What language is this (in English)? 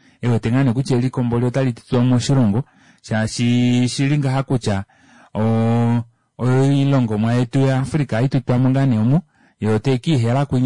Kuanyama